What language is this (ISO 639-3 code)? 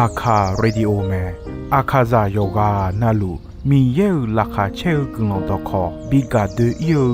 ahk